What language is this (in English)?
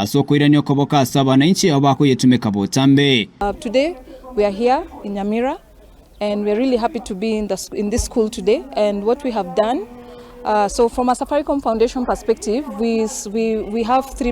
Gusii